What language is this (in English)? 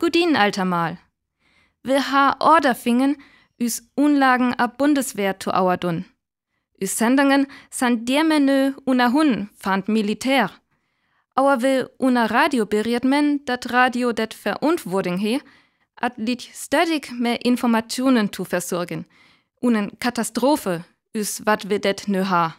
Northern Frisian